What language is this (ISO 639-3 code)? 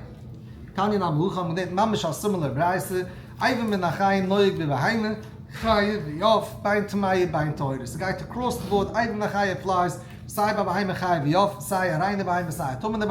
yid